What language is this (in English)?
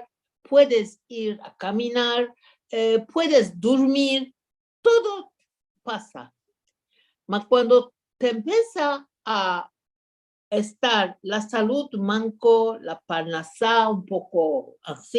Ladino